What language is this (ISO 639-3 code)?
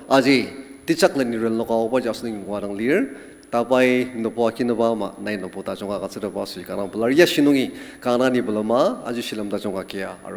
njo